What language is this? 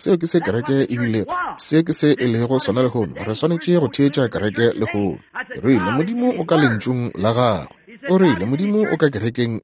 Northern Sotho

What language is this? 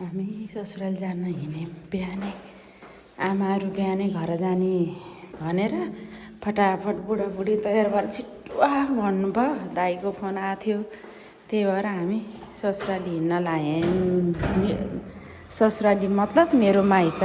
Nepali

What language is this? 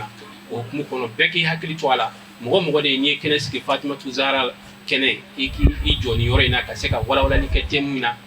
Bambara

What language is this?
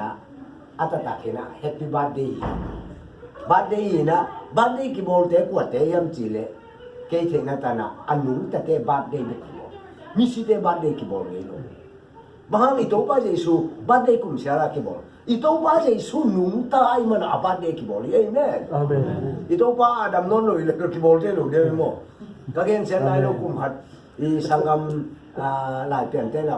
Tedim Chin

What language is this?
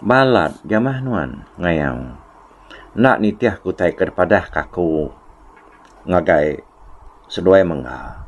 Iban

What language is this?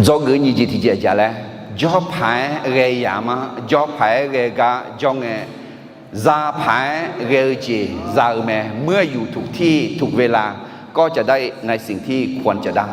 Akha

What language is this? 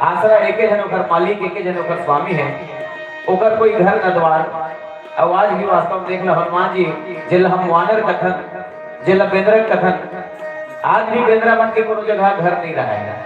Chhattisgarhi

